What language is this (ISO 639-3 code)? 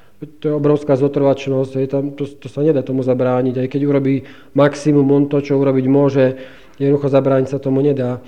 slk